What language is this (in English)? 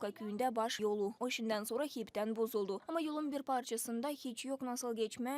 Gagauz